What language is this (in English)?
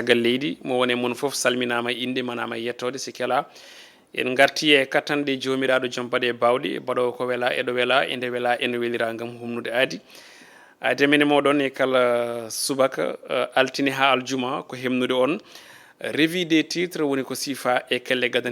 Fula